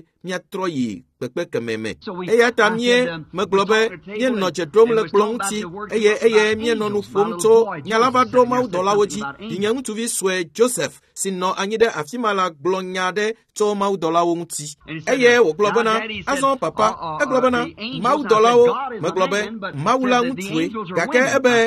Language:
Ewe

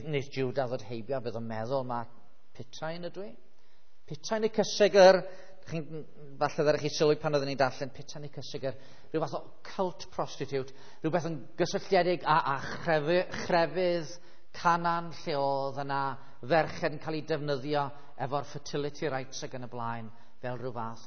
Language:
Welsh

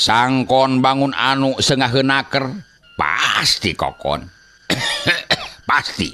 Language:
Sundanese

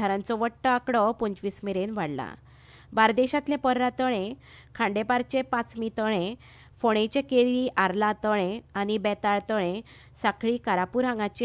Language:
Konkani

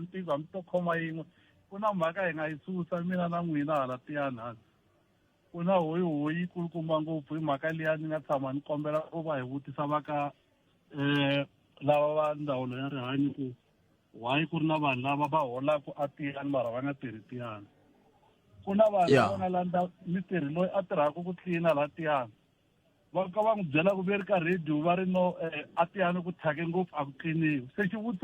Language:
Tsonga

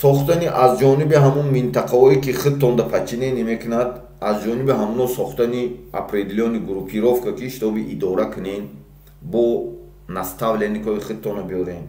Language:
Tajik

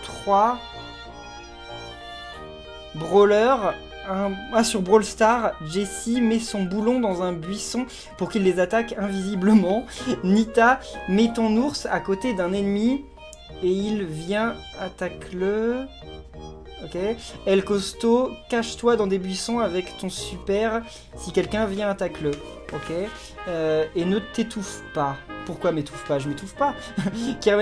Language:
French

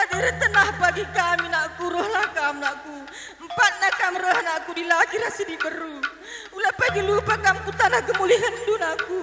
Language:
Batak Karo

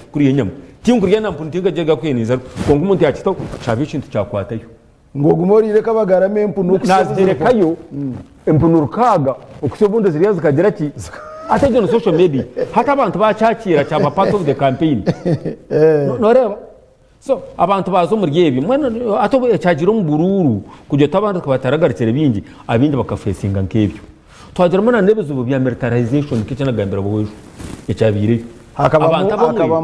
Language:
Nyankole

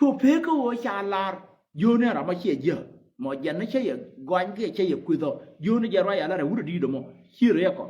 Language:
Nuer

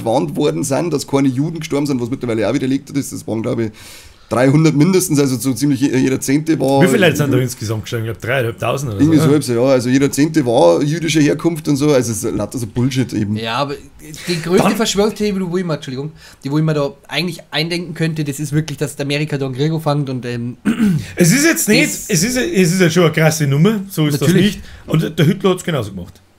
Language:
Bavarian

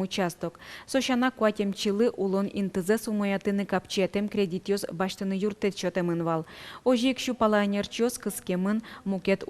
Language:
Udmurt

